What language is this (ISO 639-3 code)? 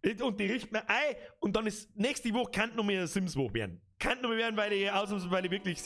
bar